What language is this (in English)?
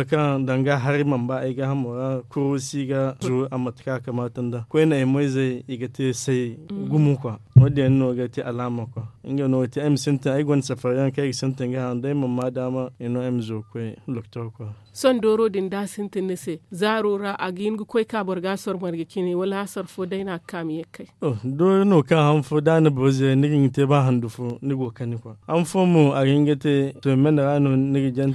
Zarma